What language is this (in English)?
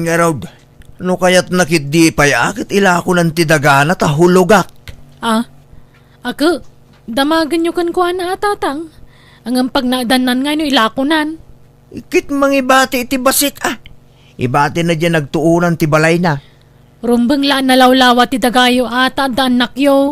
Iloko